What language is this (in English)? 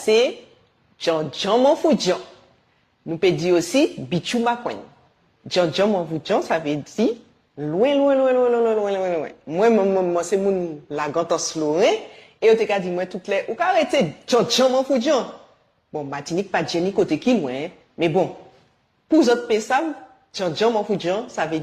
Guadeloupean Creole French